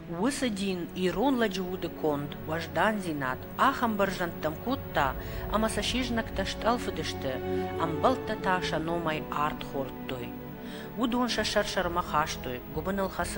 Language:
Ossetic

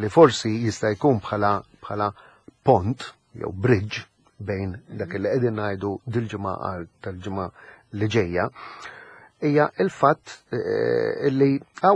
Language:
Maltese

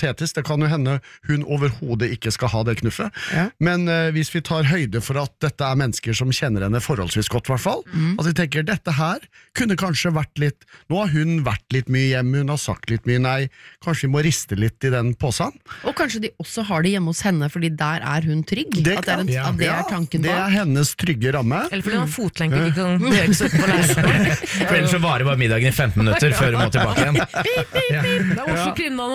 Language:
Norwegian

